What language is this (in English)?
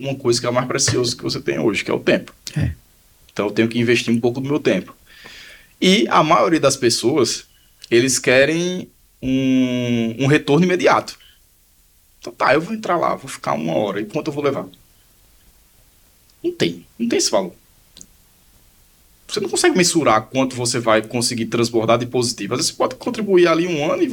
Portuguese